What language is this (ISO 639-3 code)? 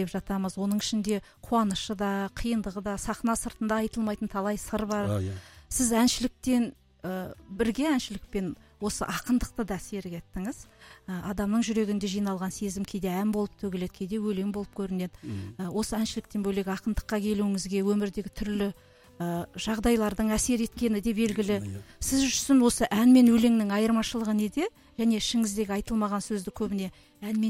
kaz